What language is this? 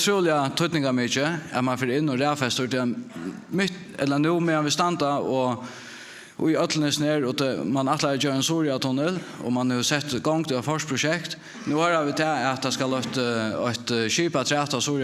Faroese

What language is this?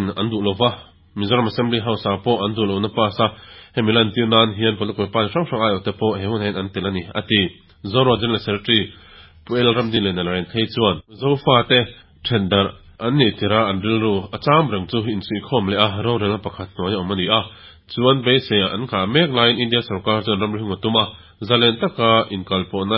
Mizo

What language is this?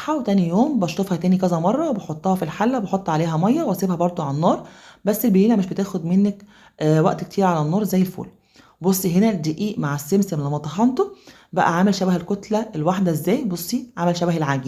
Egyptian Arabic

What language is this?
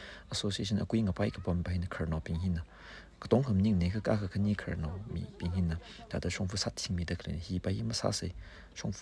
Tangkhul Naga (India)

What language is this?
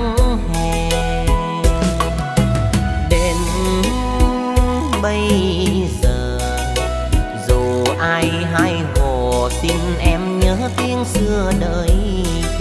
Vietnamese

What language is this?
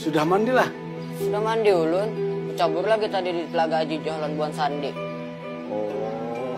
Banjar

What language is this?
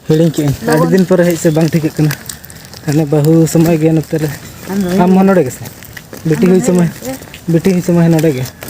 Santali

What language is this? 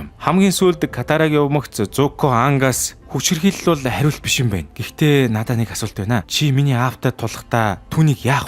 Mongolian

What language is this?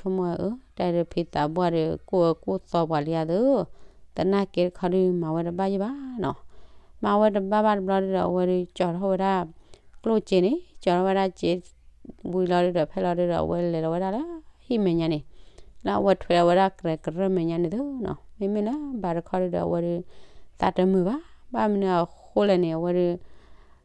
S'gaw Karen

